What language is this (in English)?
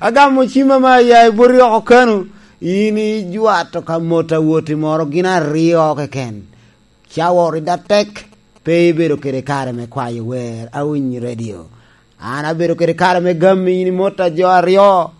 Lango (Uganda)